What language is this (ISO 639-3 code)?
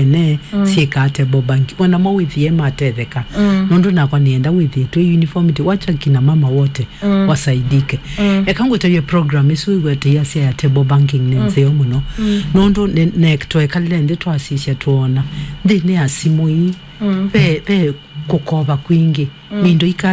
kam